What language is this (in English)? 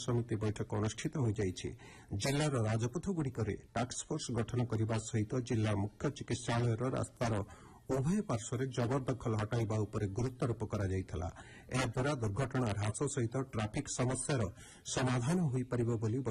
Odia